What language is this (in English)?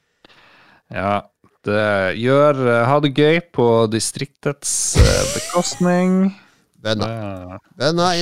Norwegian